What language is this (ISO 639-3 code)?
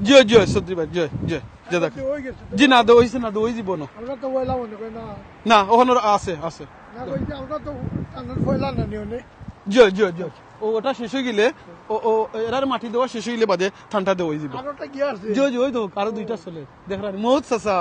syl